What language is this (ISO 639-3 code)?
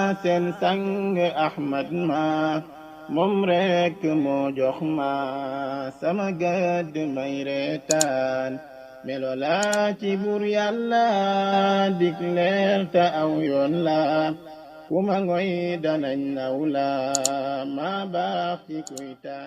wol